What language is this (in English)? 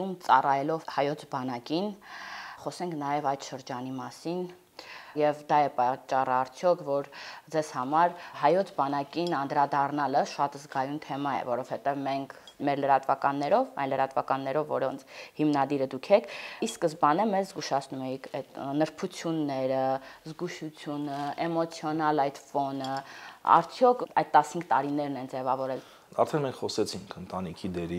Armenian